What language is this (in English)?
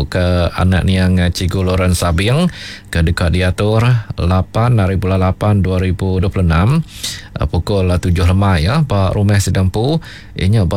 Iban